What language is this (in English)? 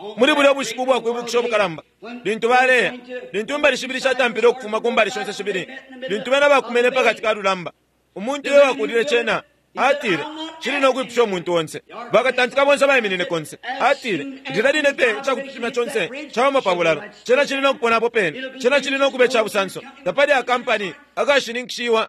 Bemba